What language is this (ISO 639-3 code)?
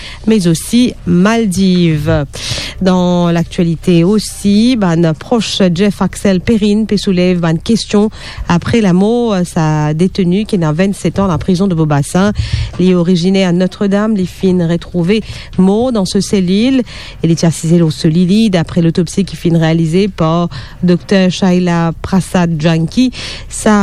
mfe